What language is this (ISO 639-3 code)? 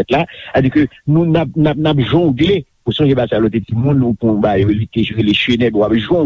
hat